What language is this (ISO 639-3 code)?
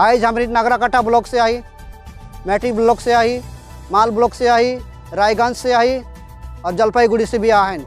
sck